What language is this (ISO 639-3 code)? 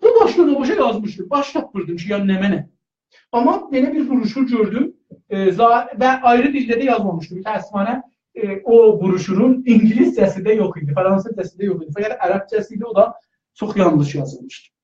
azb